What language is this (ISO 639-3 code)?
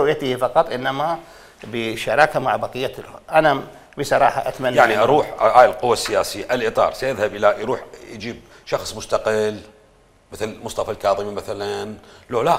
acm